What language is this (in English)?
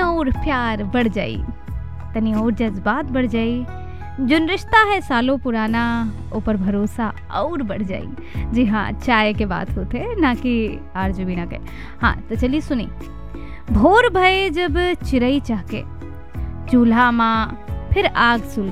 Bhojpuri